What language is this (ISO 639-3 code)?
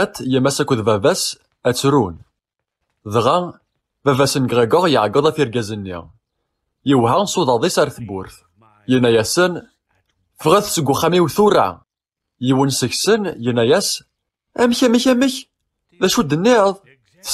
kab